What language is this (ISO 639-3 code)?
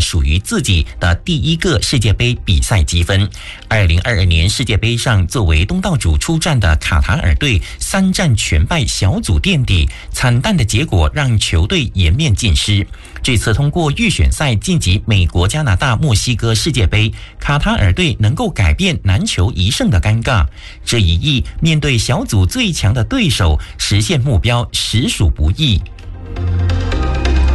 zho